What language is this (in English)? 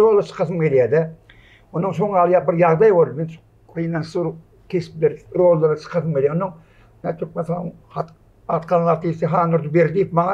Turkmen